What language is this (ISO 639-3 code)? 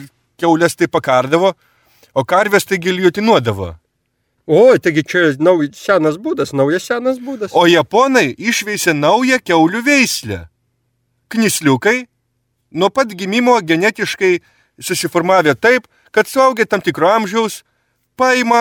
lit